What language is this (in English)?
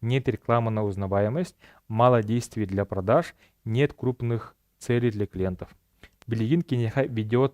Yakut